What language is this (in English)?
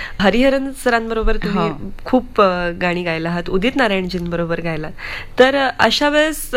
Marathi